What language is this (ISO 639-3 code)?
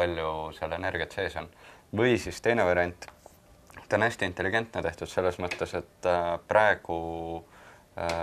est